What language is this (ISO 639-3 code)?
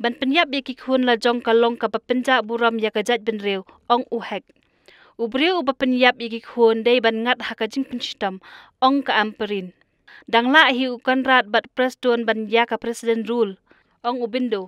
kha